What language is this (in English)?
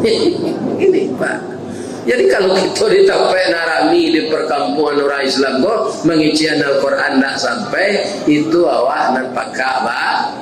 Minangkabau